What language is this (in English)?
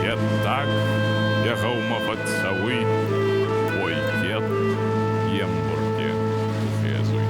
Ossetic